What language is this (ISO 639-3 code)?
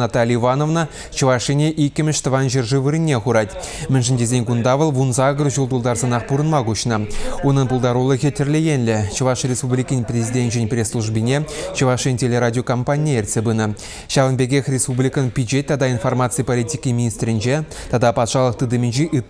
chv